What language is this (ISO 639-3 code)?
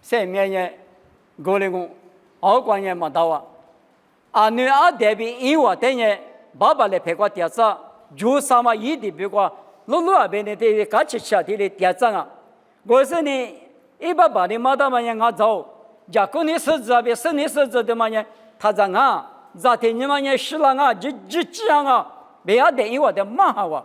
lis